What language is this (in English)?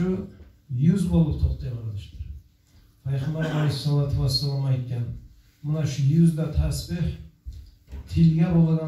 Kumyk